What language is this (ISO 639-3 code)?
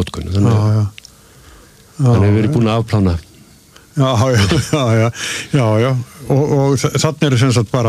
isl